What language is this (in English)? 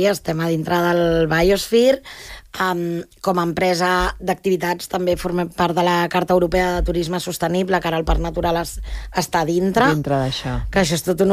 Catalan